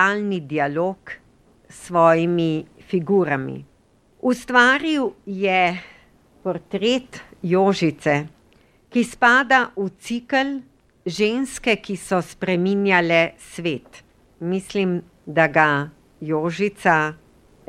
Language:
Slovenian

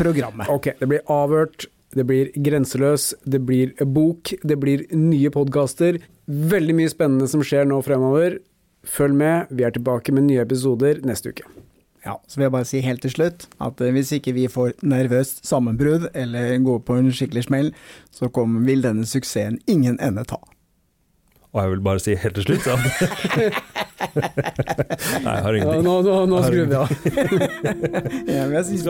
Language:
Norwegian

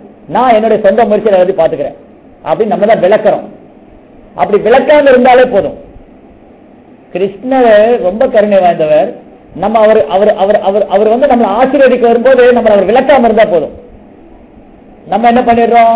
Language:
Tamil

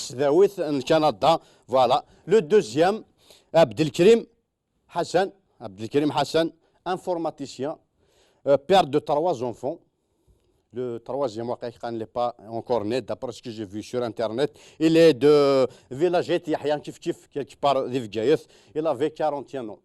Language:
Kabyle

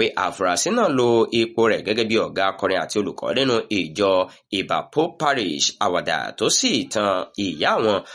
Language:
Yoruba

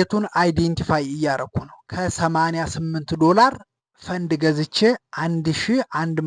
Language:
Amharic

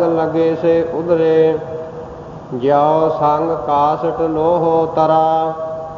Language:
Punjabi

